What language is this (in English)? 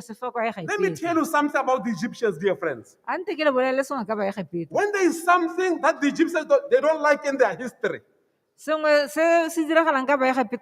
Tswana